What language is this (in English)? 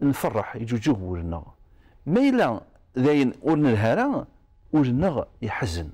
Kabyle